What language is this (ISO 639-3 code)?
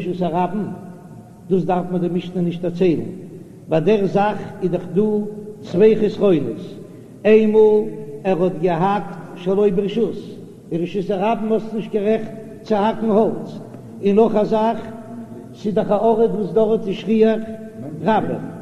yid